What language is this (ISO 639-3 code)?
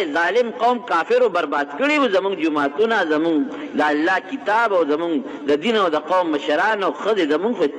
pus